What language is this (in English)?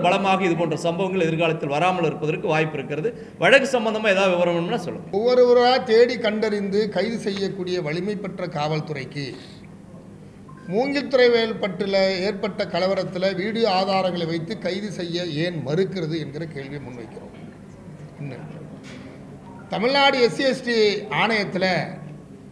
Tamil